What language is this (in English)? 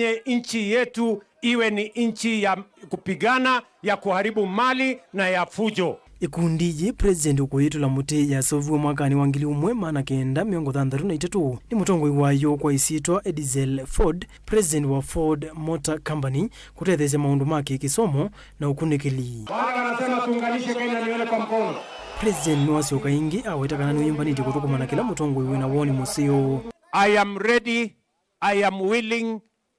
Kamba